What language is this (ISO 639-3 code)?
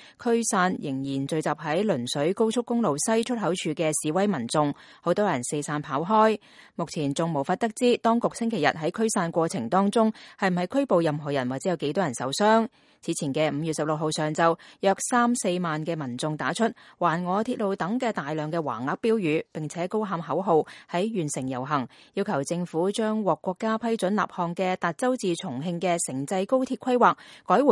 yue